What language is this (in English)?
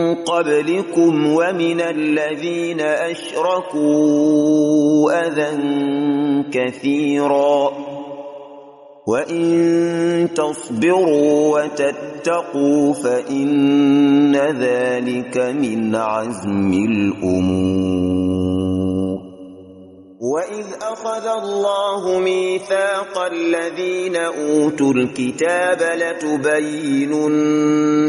Arabic